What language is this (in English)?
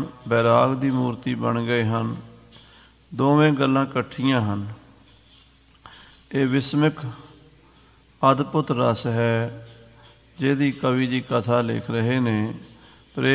Punjabi